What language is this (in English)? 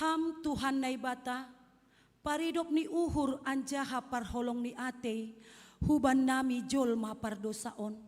Batak Simalungun